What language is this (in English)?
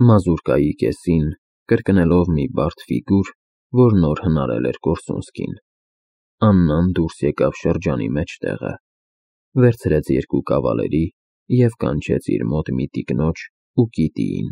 Armenian